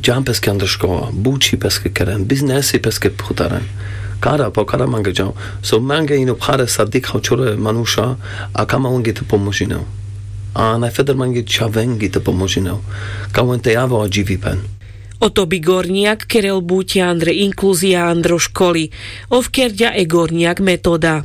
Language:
Carpathian Romani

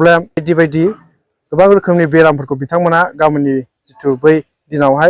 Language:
Bodo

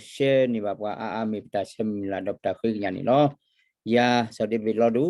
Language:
S'gaw Karen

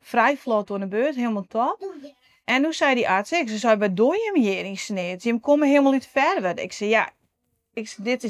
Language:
Western Frisian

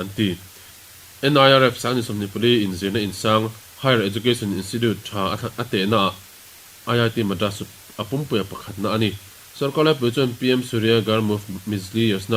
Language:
Mizo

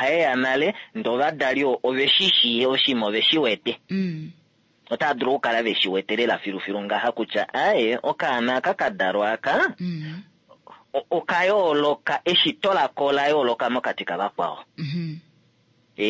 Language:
Kuanyama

